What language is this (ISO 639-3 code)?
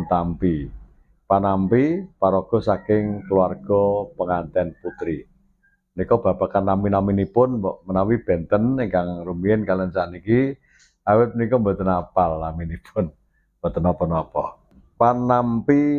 jav